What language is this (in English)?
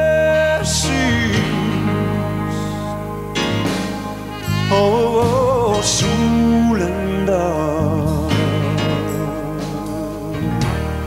Swedish